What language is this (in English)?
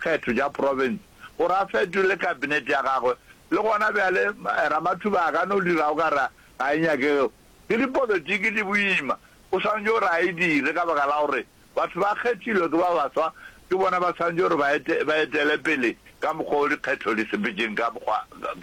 Northern Sotho